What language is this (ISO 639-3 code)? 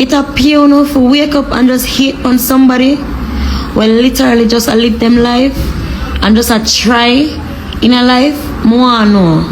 jam